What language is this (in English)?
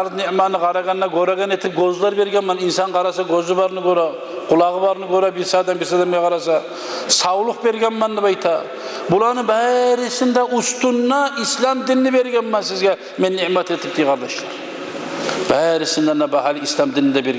Kumyk